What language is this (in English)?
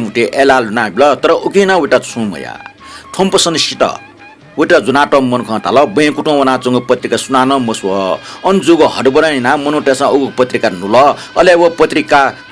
Newari